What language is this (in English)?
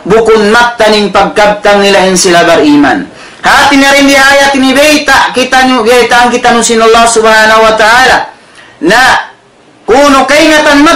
Tausug